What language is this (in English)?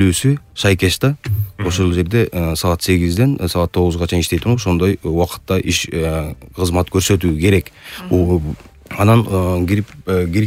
Kyrgyz